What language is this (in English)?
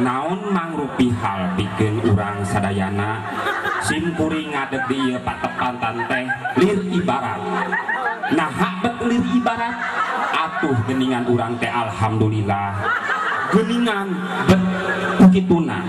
Sundanese